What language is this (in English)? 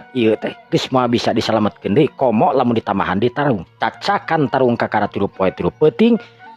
Sundanese